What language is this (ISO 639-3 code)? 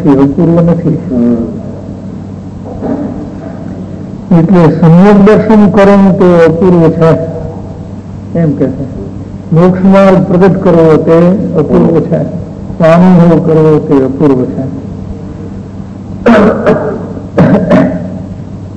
guj